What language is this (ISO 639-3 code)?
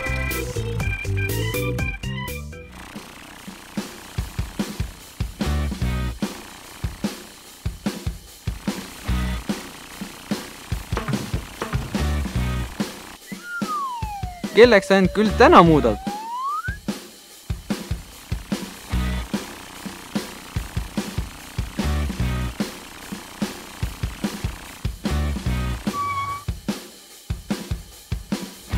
est